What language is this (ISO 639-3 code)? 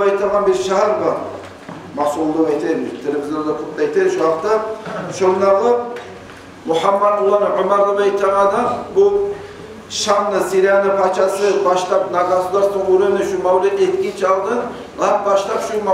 kum